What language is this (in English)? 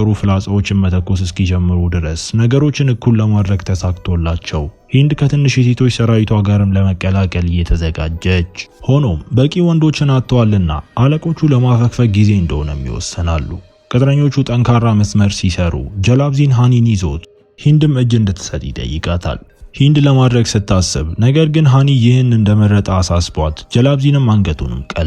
Amharic